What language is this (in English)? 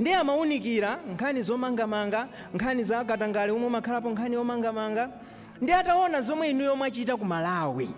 Nyanja